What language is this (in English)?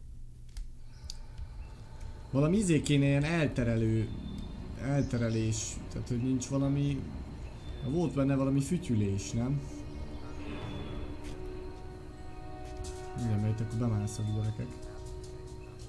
Hungarian